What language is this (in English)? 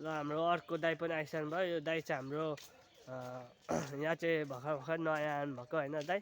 Nepali